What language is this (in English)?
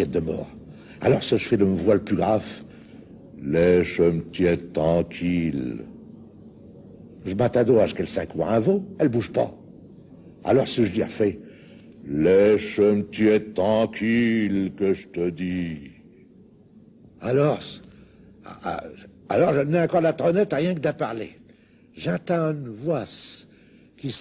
Picard